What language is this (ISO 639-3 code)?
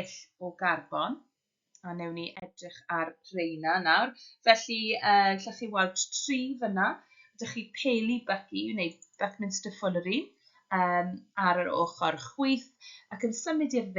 cym